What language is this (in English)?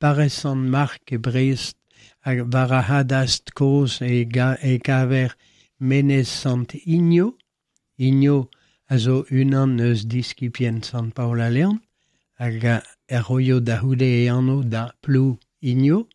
Breton